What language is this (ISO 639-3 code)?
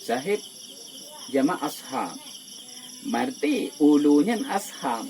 ace